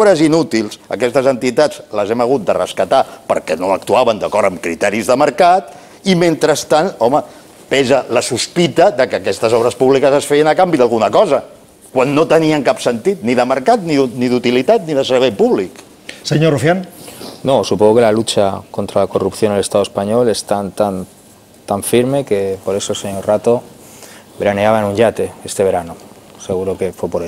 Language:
Catalan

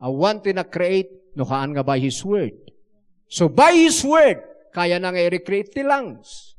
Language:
Iloko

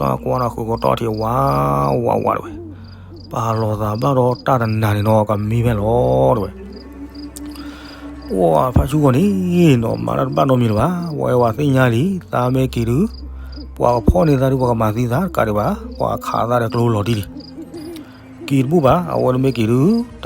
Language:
S'gaw Karen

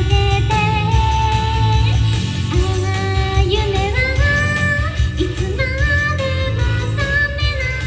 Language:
Japanese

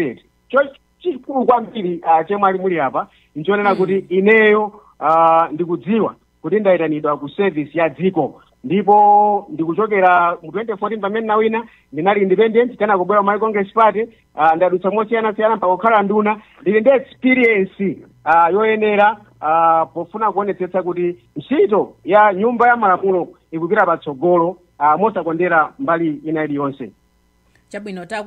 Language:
Nyanja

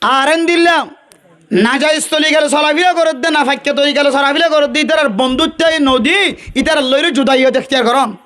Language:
Rohingya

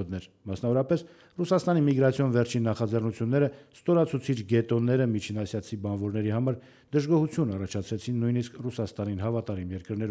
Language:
Armenian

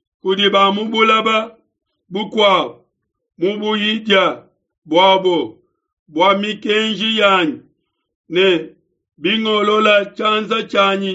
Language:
Luba-Lulua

